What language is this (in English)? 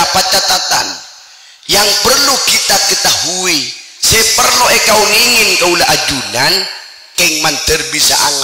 Madurese